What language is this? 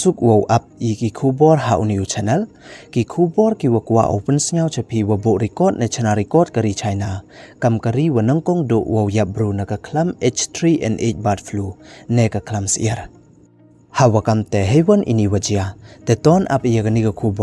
Pnar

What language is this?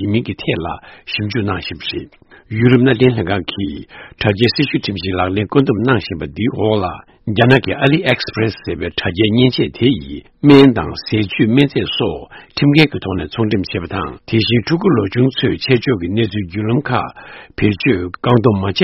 Tibetan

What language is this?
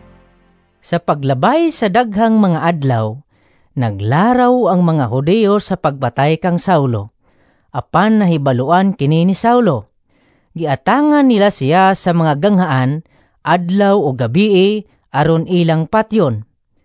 Cebuano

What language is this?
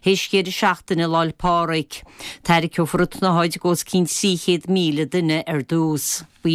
Irish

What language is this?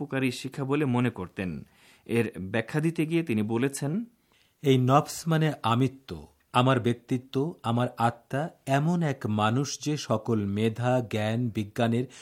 Bangla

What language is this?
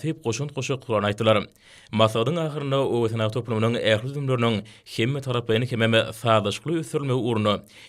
Turkmen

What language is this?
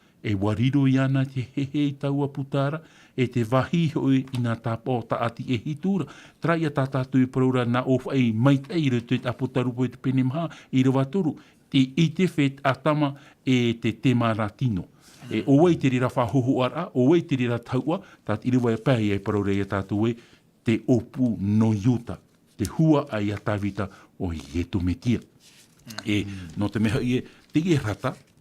Tahitian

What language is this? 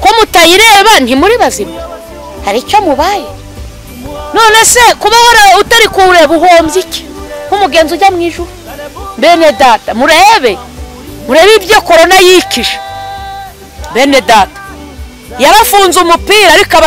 Kinyarwanda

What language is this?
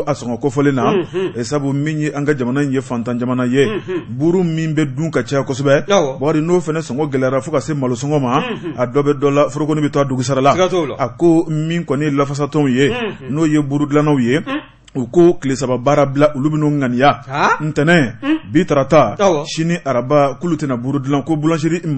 Bambara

